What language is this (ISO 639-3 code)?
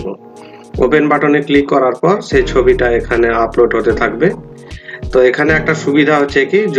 ben